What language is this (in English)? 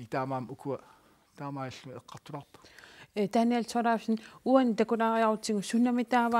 Kalaallisut